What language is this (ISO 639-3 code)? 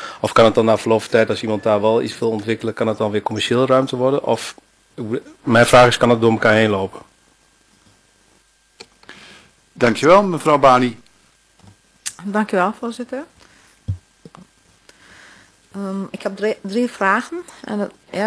nld